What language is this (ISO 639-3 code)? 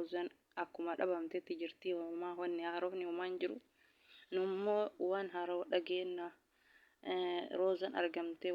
orm